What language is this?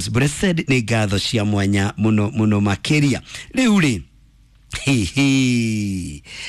Kikuyu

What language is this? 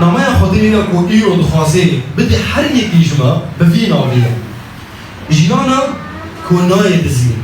Kurdish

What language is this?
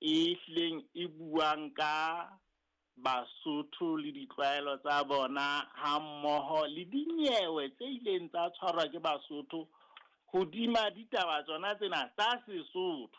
Southern Sotho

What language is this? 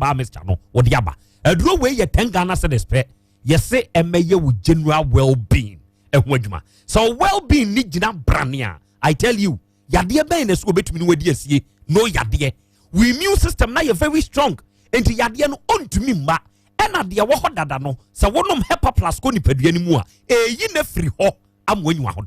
Akan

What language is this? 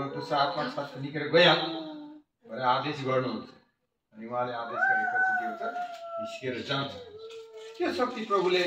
Nepali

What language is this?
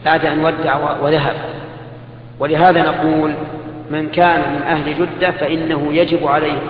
Arabic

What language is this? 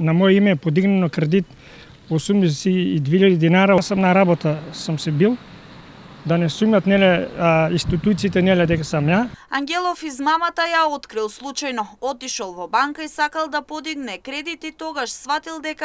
Macedonian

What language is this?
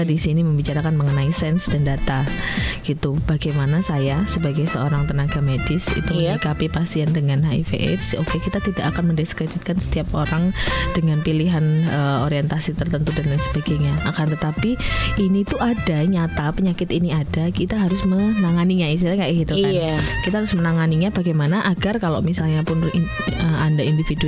Indonesian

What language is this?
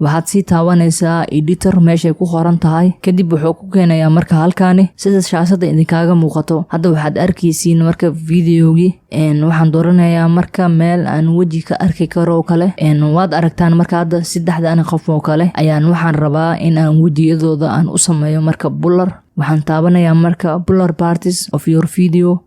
Somali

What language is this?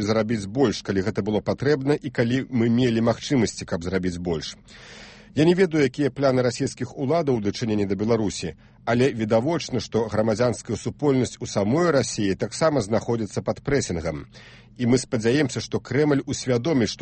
Belarusian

